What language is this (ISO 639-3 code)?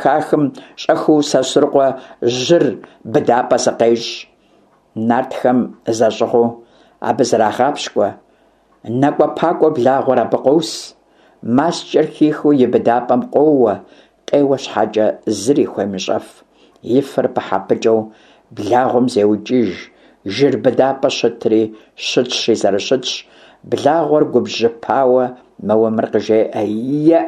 kbd